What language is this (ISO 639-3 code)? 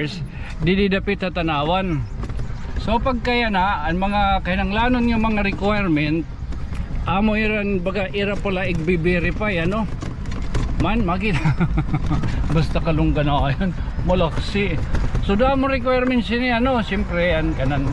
war